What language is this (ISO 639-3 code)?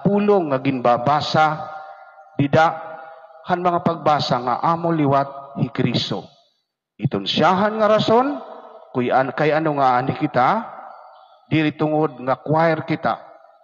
war